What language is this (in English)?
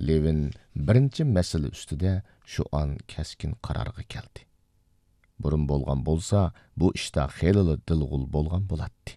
Uyghur